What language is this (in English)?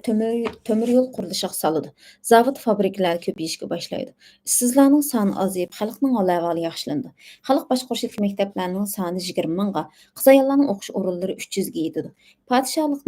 Uyghur